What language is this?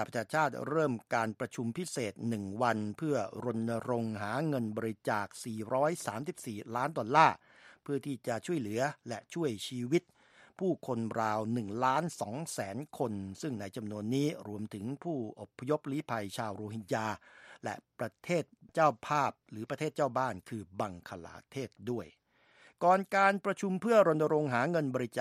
Thai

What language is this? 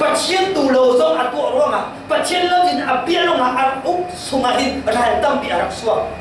Falam Chin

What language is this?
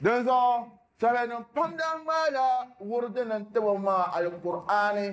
Dagbani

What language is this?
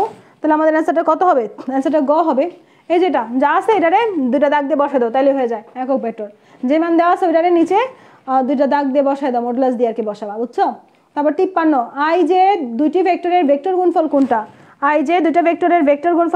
Bangla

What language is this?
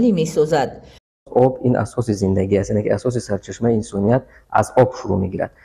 Tajik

